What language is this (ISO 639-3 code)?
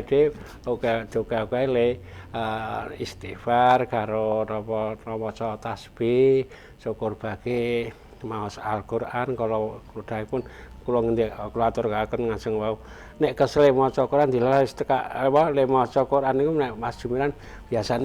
jav